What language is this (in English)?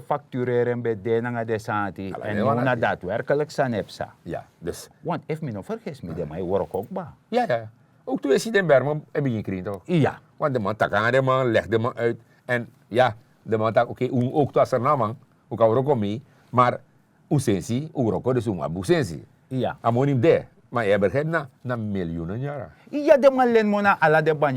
Sranan Tongo